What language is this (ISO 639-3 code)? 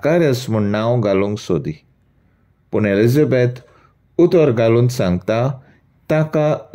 kok